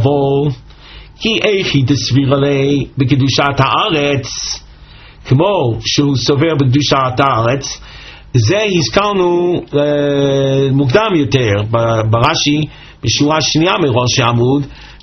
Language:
Hebrew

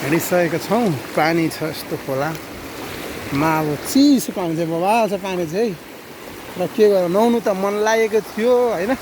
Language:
Nepali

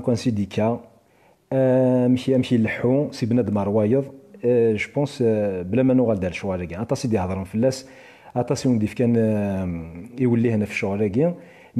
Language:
Kabyle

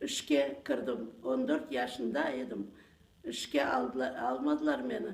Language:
Crimean Tatar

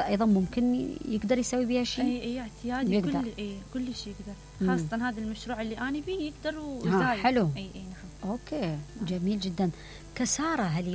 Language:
Mesopotamian Arabic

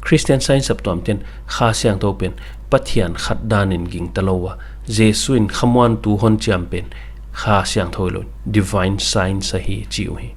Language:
Paite Chin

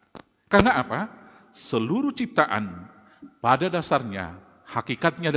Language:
Batak Toba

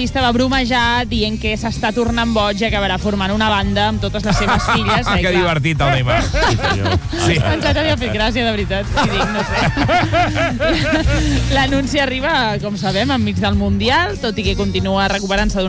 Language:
Catalan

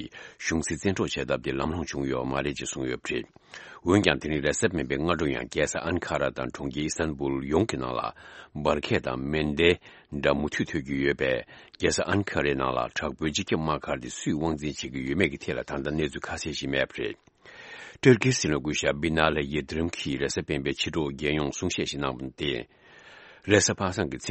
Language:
Tibetan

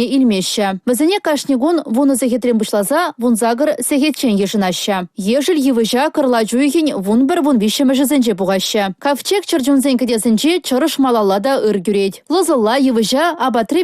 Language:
Chuvash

